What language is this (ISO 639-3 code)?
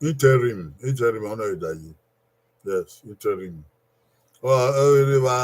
bin